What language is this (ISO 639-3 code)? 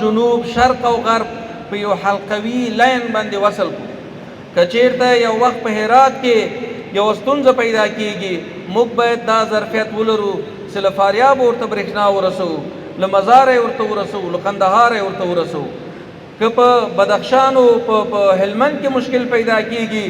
pus